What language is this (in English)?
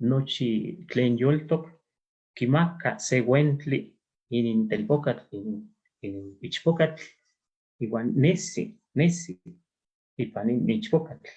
Eastern Huasteca Nahuatl